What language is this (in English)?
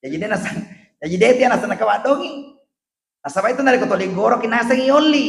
Buginese